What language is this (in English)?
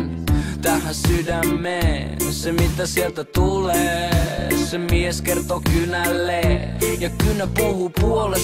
Finnish